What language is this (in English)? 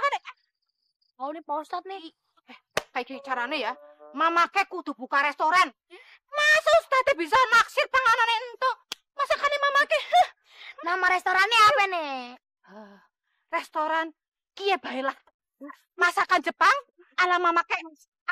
Betawi